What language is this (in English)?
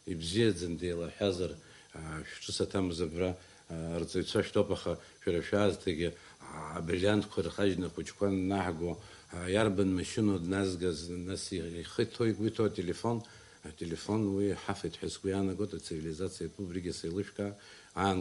Abkhazian